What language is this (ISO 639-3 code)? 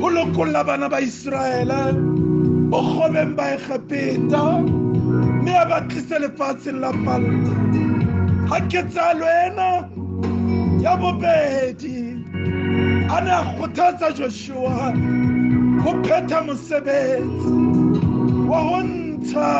sot